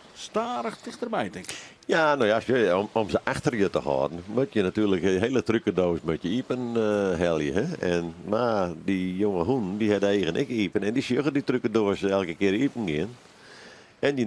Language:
Western Frisian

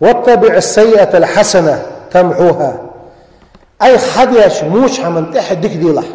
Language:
Ingush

